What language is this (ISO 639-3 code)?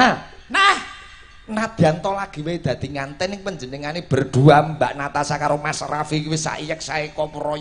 jav